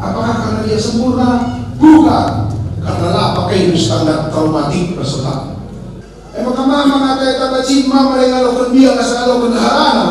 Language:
Batak Karo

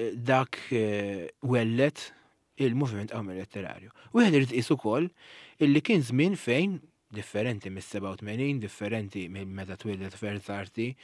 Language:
Maltese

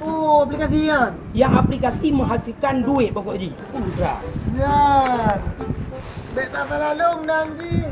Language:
Achinese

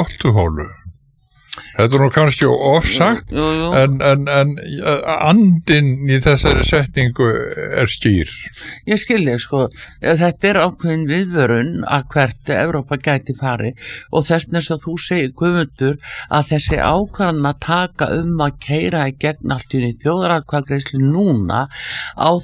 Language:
Icelandic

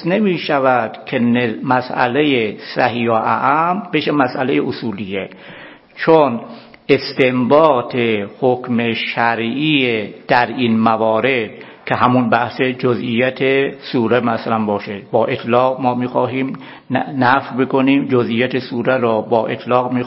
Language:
Persian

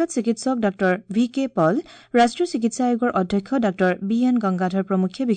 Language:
Assamese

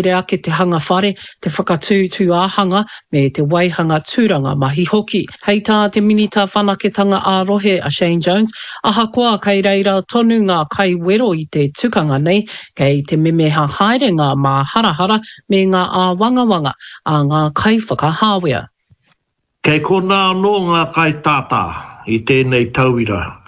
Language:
Māori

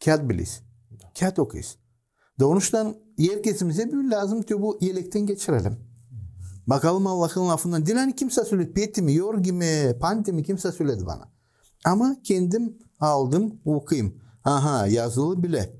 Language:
Gagauz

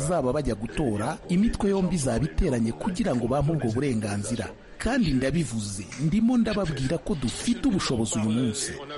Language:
Kinyarwanda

